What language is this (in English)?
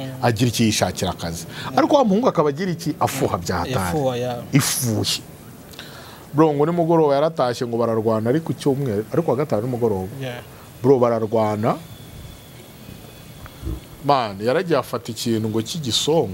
Kinyarwanda